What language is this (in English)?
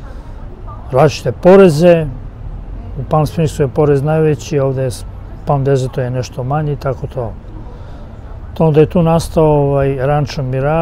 Serbian